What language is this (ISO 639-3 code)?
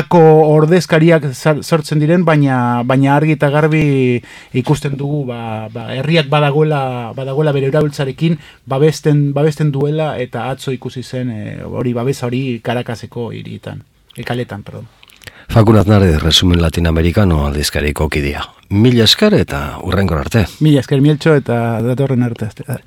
eus